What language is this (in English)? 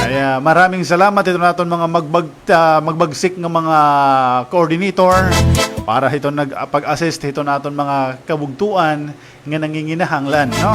Waray